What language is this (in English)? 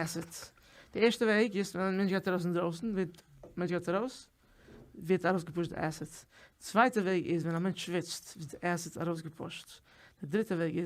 Yiddish